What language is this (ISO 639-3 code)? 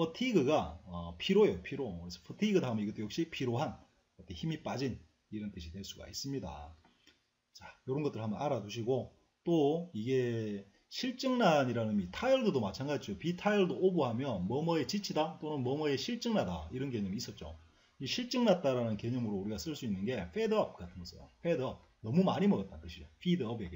kor